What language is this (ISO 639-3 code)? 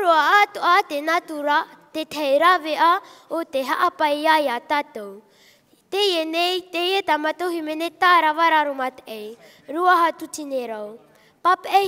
tah